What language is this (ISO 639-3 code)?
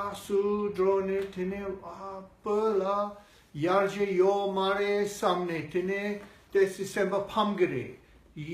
bod